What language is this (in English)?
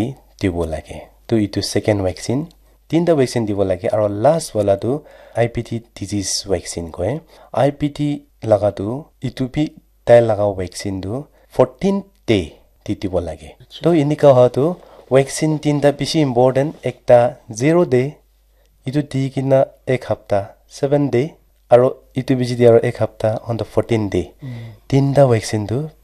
Naga Pidgin